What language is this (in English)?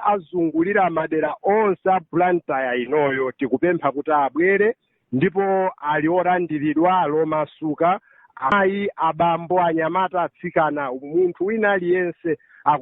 Nyanja